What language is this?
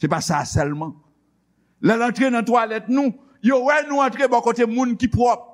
Haitian Creole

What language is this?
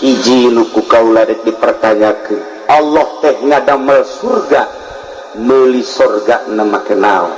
Sundanese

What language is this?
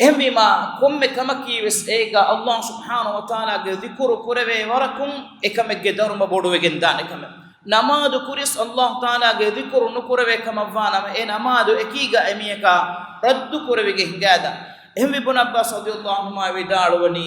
Divehi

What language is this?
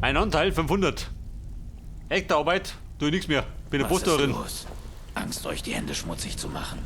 Bavarian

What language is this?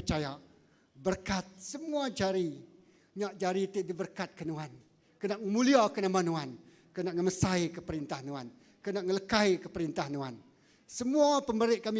Iban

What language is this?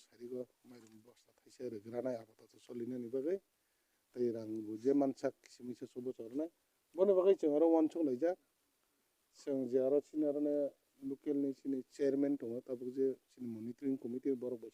Kok Borok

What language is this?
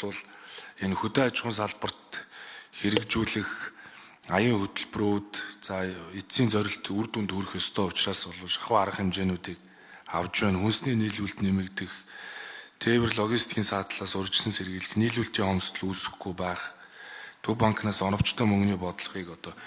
Mongolian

